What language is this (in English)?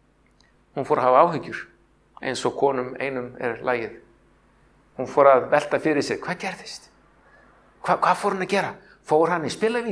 Icelandic